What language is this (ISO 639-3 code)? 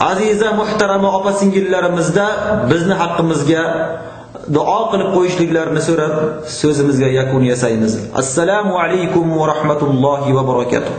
uzb